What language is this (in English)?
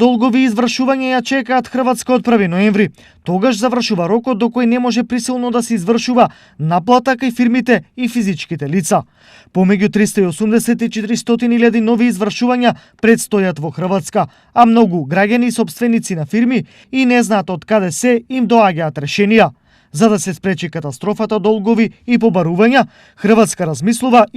Macedonian